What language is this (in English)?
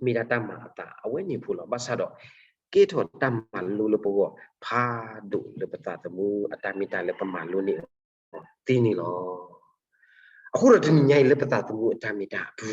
S'gaw Karen